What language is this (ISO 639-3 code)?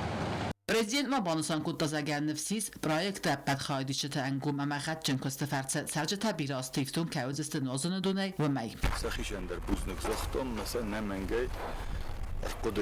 oss